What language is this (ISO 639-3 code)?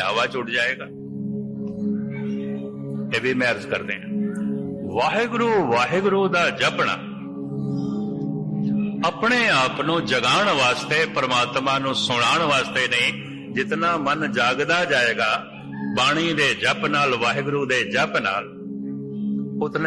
pan